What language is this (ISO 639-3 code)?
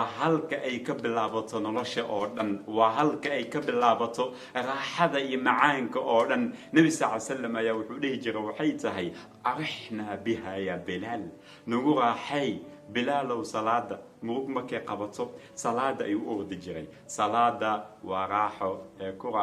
som